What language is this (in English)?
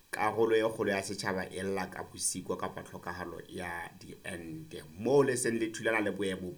Southern Sotho